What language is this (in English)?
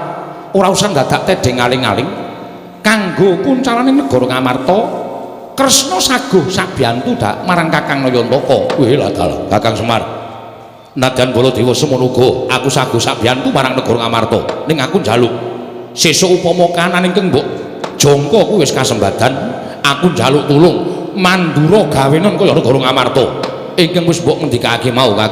Javanese